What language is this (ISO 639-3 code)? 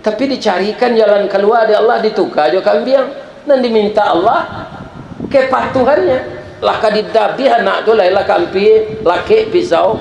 min